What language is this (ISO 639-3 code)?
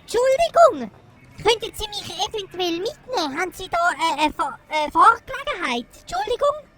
gsw